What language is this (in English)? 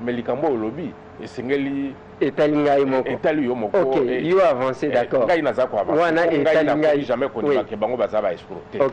Lingala